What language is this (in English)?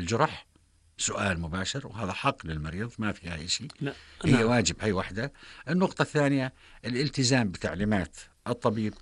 North Levantine Arabic